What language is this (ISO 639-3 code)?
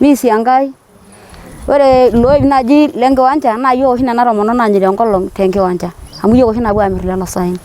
mas